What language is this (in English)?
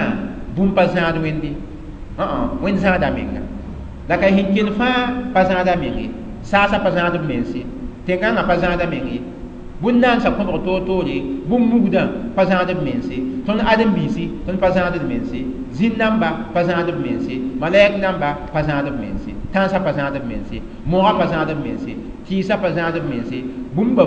Mossi